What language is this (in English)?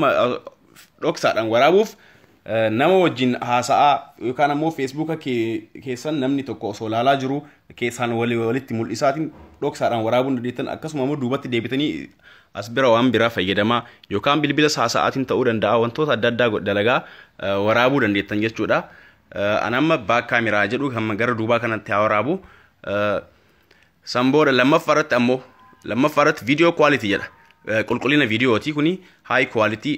Oromo